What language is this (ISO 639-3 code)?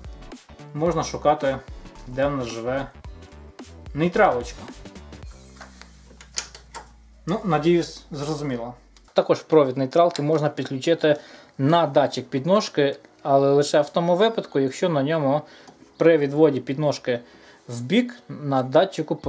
ukr